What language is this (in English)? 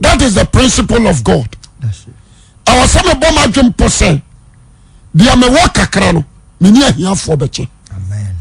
Akan